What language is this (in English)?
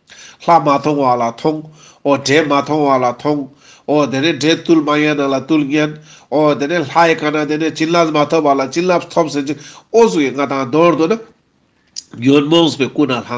Ladakhi